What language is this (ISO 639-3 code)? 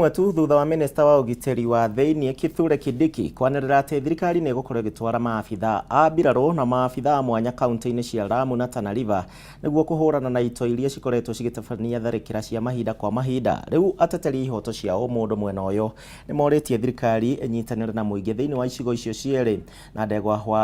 kik